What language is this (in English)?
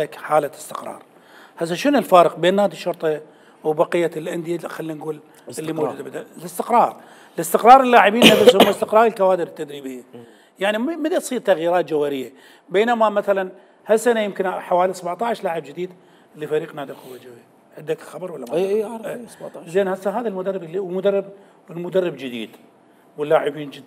Mesopotamian Arabic